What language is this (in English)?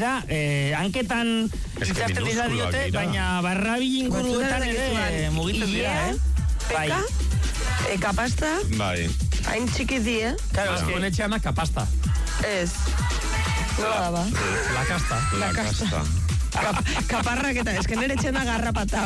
Basque